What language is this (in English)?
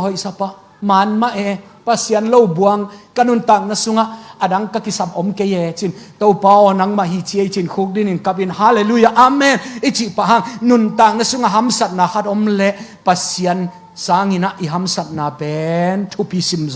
Tedim Chin